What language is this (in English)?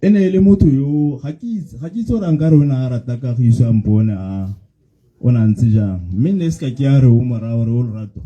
Tswana